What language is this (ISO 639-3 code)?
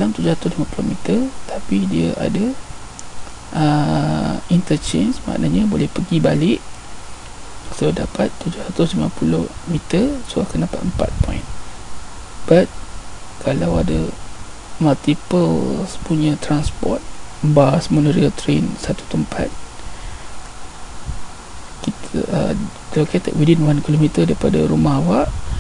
msa